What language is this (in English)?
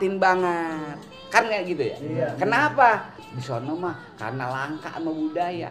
Betawi